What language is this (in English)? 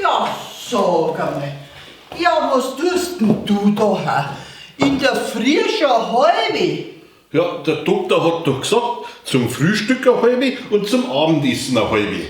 Bavarian